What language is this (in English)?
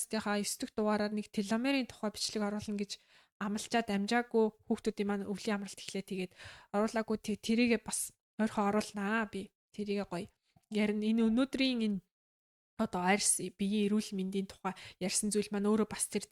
Mongolian